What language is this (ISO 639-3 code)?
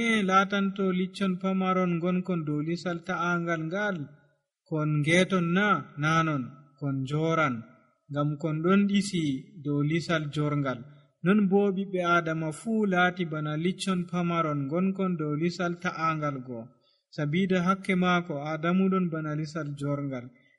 fuv